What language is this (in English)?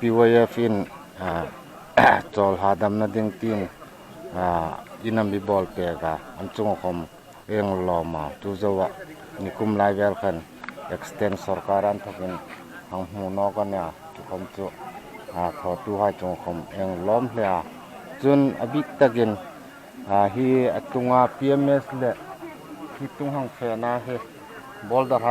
Hmar